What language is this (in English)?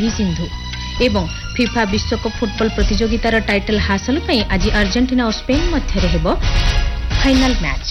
Odia